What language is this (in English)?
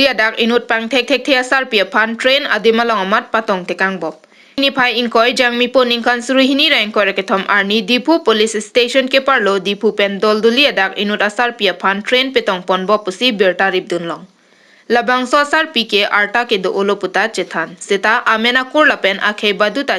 Karbi